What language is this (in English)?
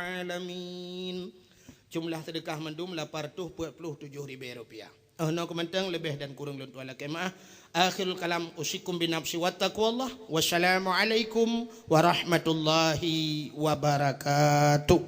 Achinese